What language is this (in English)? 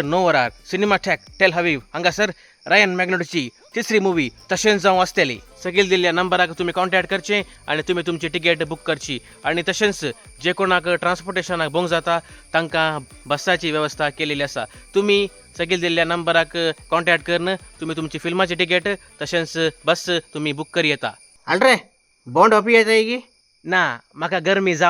Konkani